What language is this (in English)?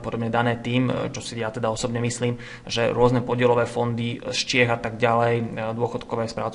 Slovak